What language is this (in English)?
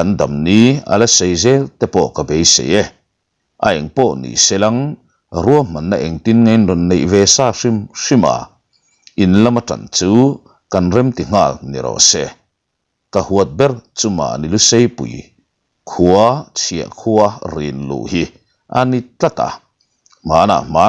Mizo